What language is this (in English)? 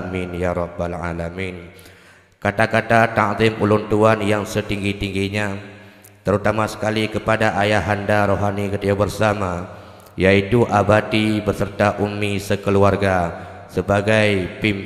Achinese